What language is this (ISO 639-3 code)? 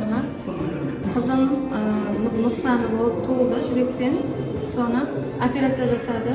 kaa